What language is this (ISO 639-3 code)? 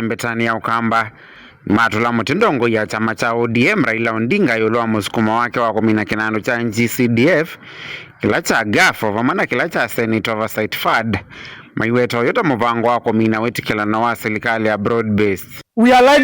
kam